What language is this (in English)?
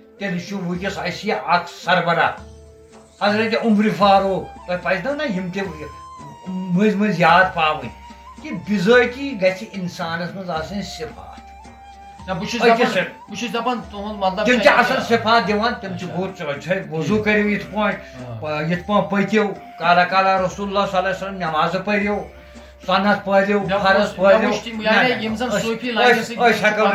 Kashmiri